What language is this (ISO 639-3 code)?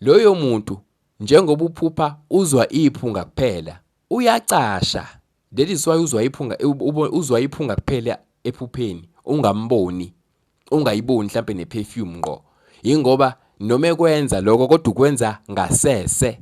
zul